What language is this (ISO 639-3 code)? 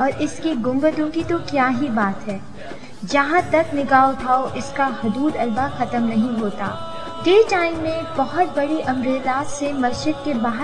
urd